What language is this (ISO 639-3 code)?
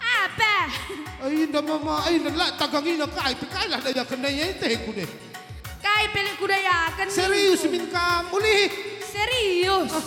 btx